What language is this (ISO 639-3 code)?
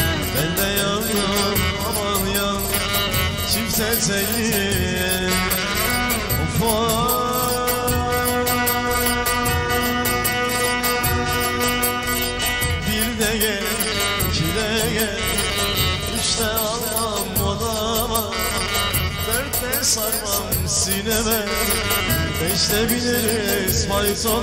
tur